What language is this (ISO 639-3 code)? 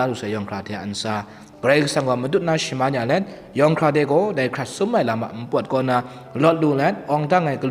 kac